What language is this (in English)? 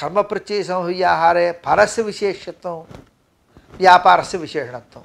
Sanskrit